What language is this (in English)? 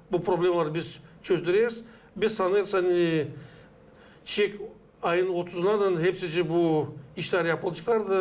Gagauz